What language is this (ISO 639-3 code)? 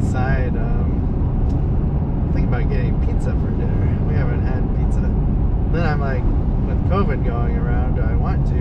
eng